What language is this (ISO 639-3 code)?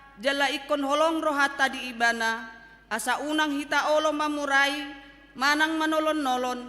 bbc